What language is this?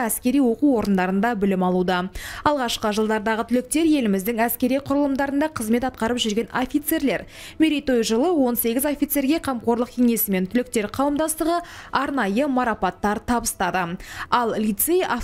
Kazakh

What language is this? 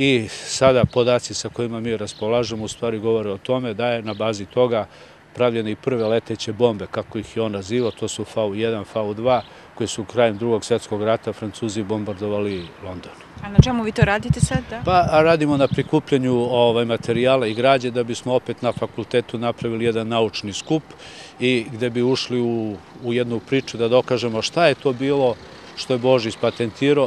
Serbian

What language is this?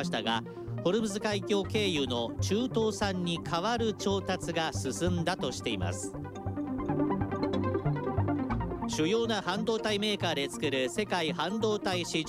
Japanese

